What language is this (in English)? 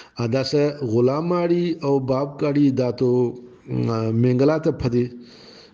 Brahui